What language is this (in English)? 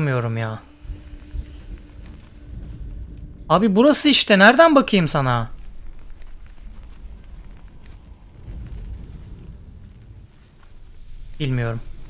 Turkish